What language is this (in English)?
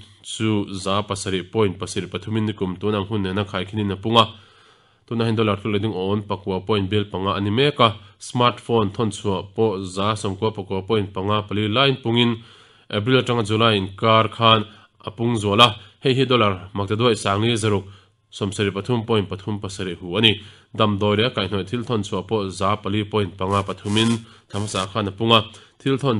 Mizo